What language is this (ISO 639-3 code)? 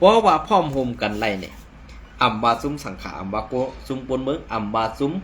shn